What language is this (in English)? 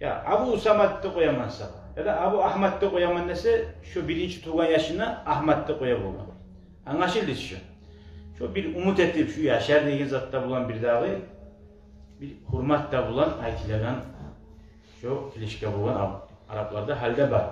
Kumyk